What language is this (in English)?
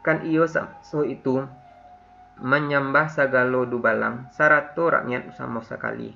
Minangkabau